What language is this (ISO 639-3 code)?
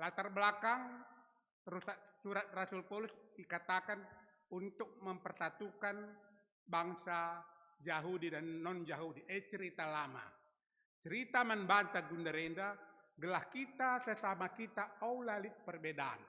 btx